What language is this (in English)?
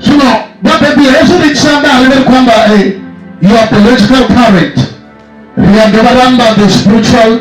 Venda